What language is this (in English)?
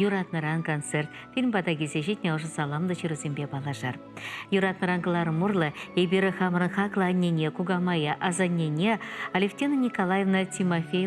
Chuvash